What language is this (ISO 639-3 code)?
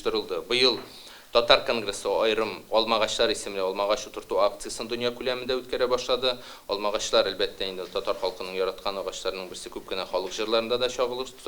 tat